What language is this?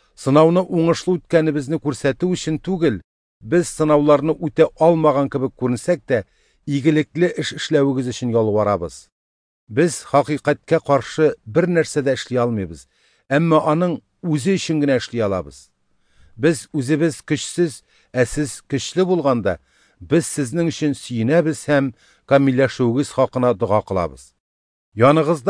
Tatar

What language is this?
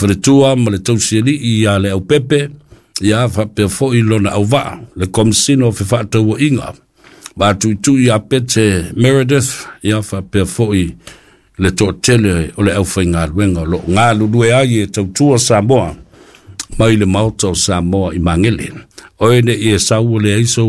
Samoan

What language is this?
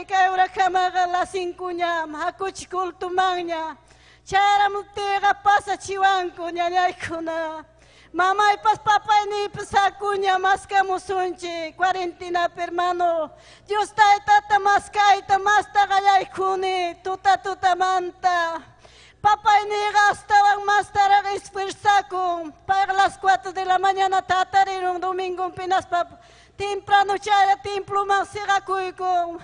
Ayacucho Quechua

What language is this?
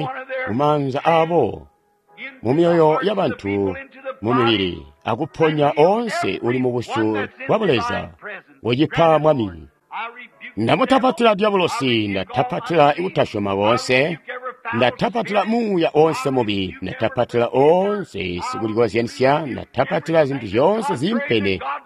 Tonga (Zambia)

